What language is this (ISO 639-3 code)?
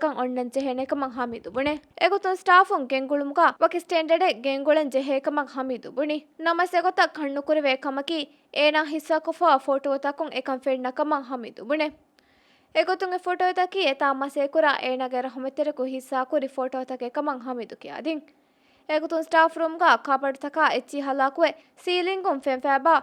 div